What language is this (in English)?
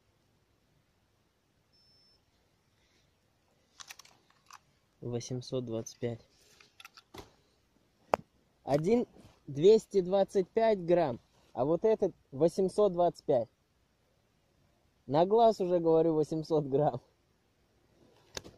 Russian